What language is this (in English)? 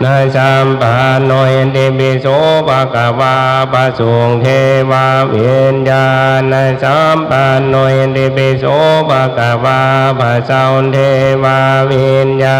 Pali